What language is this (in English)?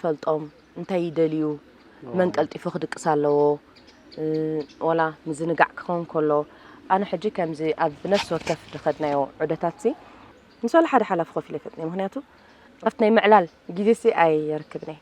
Tigrinya